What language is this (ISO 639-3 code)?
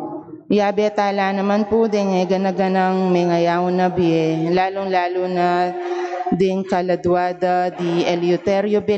pam